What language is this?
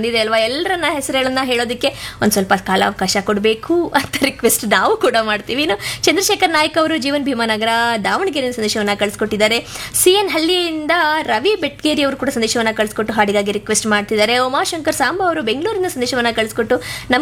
Kannada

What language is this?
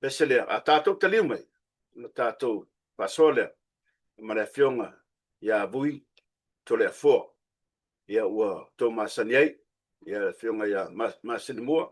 Samoan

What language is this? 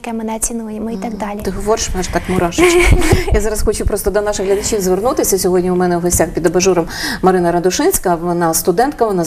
Ukrainian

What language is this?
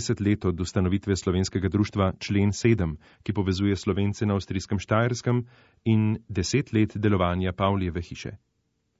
Slovenian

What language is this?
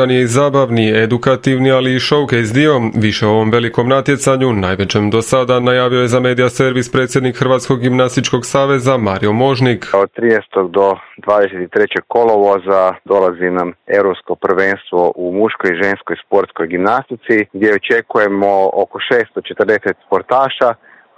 Croatian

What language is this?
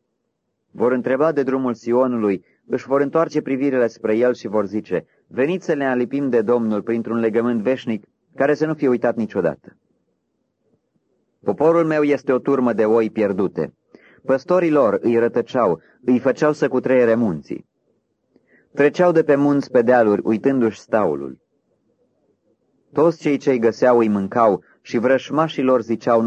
Romanian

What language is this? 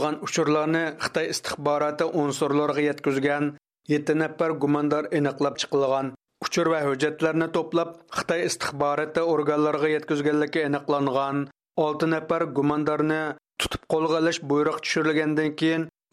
Uyghur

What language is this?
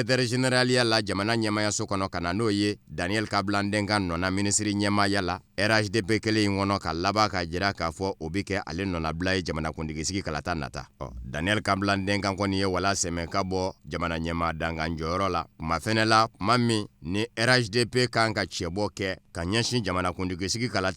Bambara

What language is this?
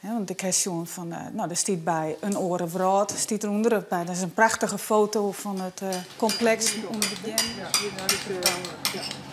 Western Frisian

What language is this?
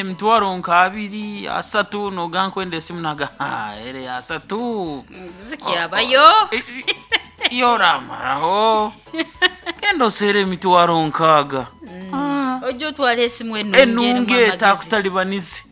Nyoro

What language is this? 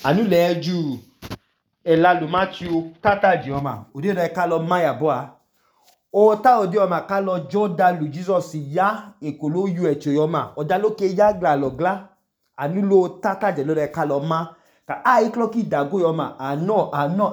Idoma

